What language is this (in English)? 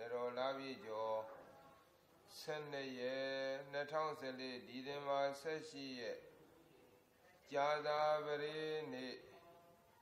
Burmese